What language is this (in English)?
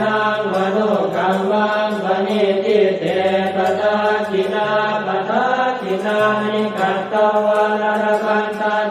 Pali